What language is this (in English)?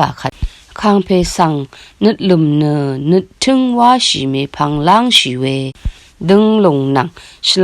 Rawang